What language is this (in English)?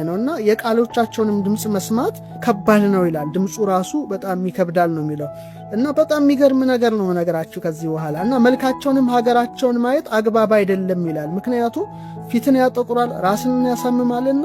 Amharic